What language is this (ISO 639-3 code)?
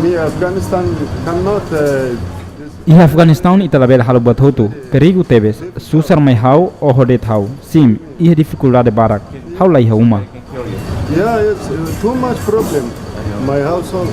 tet